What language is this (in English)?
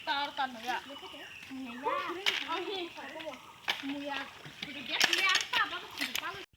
Kok Borok